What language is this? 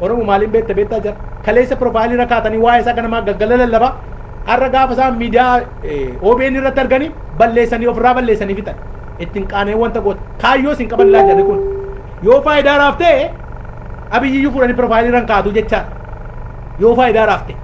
Oromo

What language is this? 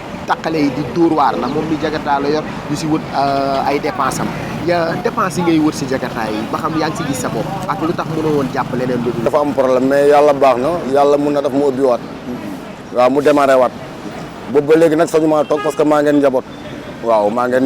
Wolof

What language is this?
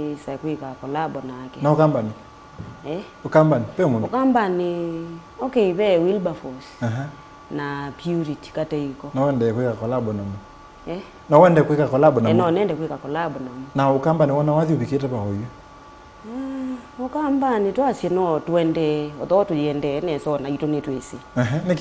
Kamba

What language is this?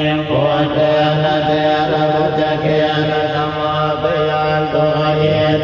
Pali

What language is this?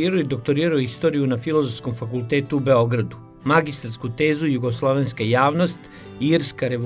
Serbian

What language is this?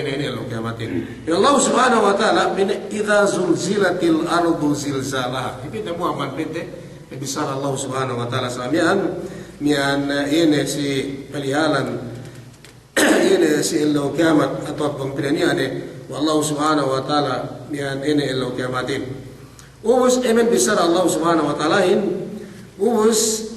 Yakan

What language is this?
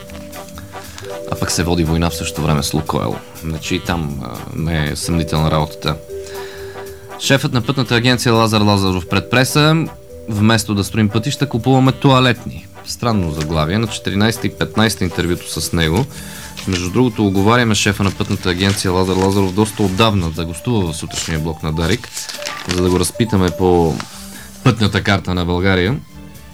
Bulgarian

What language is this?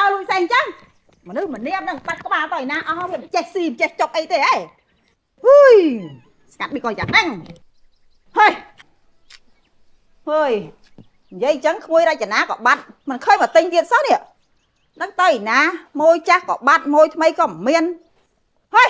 Khmer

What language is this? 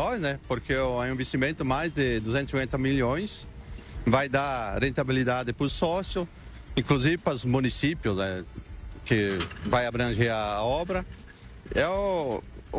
Portuguese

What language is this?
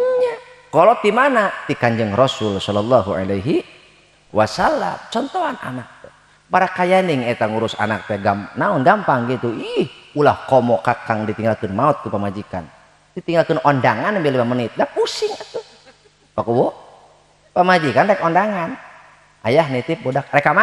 Sundanese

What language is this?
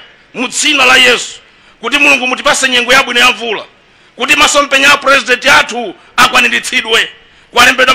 Nyanja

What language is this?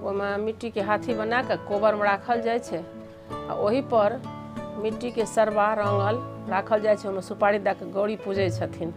Maithili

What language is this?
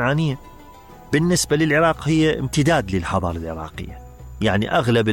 Mesopotamian Arabic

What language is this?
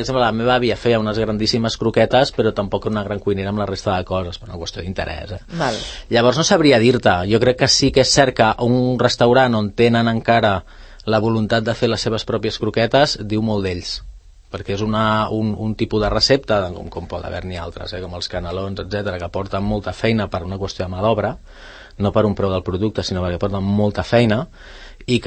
Catalan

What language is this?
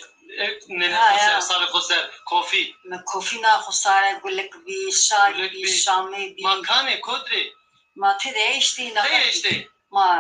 Zaza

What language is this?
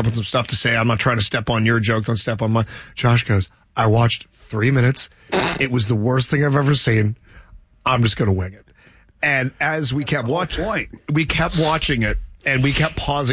English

